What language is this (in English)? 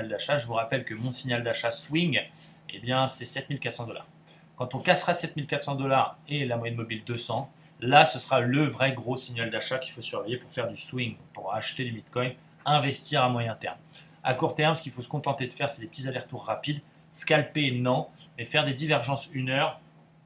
French